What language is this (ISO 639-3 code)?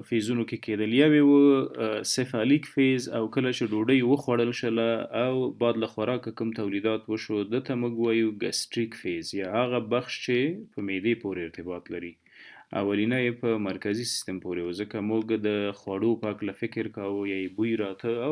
pus